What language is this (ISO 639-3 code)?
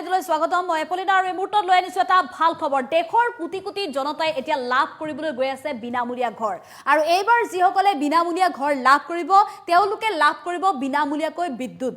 asm